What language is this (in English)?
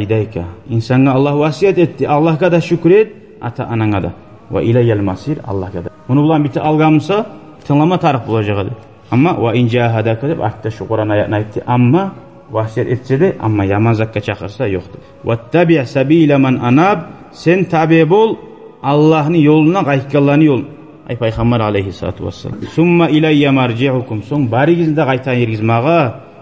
Kumyk